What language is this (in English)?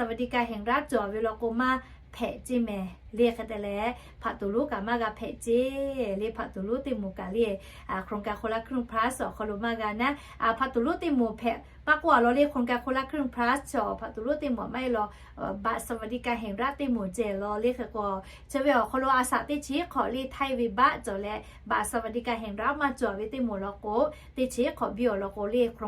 Lahu